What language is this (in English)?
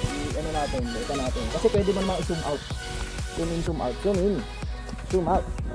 Filipino